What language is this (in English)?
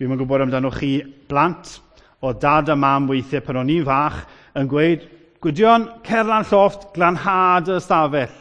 Welsh